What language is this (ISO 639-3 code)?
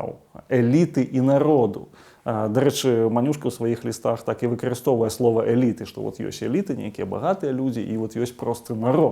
bel